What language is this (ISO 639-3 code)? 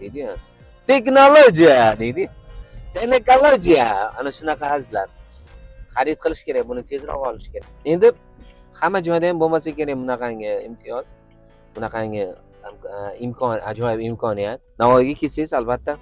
uzb